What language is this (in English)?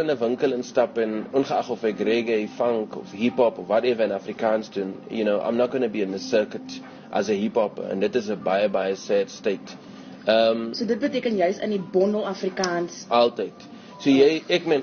Afrikaans